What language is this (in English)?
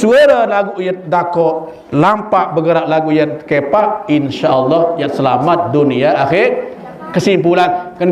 Sasak